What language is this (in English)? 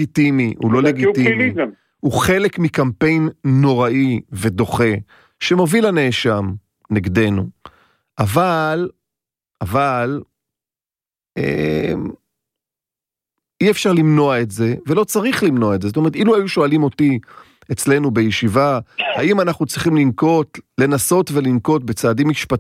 Hebrew